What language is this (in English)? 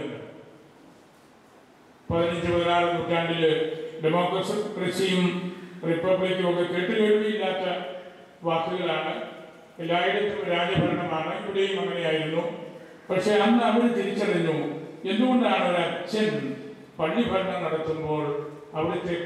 Malayalam